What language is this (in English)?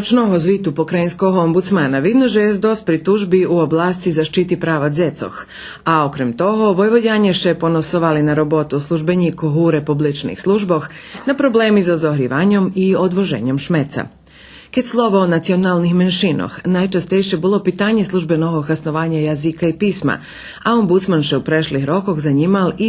Rusyn